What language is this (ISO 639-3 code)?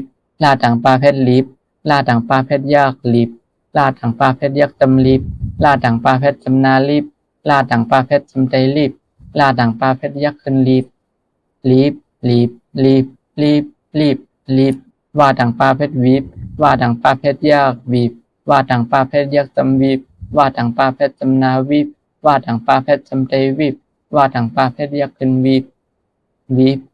shn